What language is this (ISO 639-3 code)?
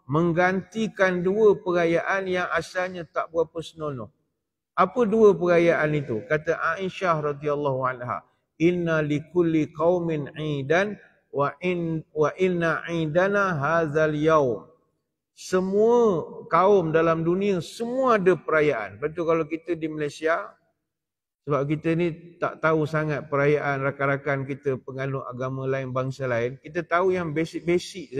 msa